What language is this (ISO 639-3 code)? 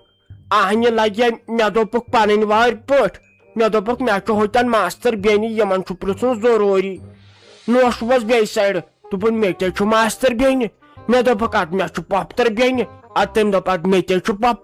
kas